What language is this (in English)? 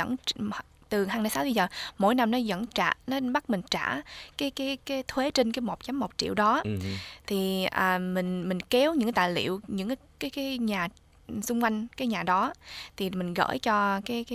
Vietnamese